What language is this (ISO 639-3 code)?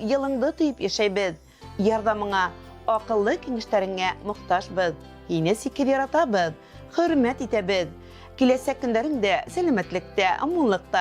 bak